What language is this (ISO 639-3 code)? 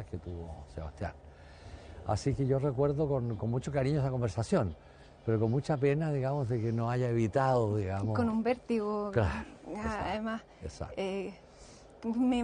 spa